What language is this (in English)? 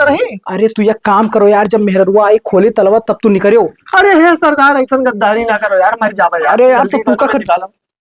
Awadhi